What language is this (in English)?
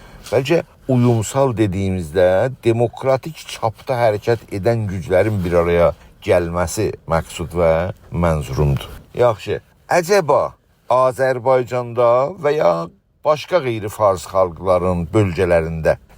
South Azerbaijani